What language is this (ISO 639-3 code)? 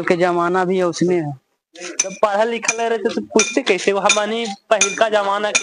mag